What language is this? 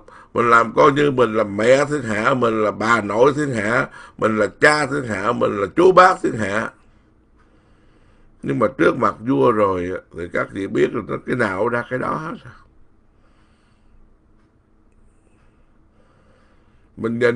Vietnamese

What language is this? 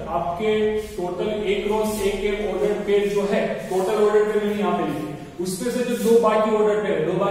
Hindi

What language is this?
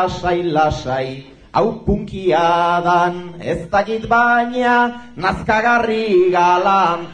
Basque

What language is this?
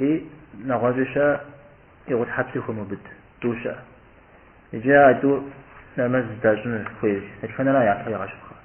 Kabardian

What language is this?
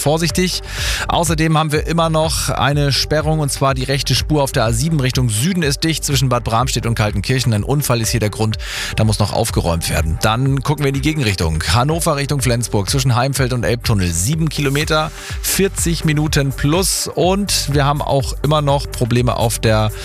German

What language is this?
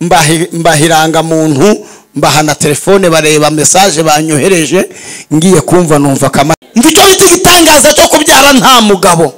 Kinyarwanda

